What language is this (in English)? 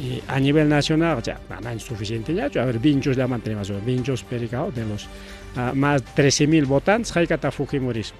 Ayacucho Quechua